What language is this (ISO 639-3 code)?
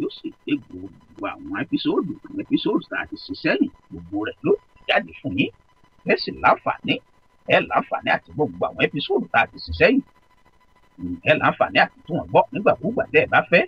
yor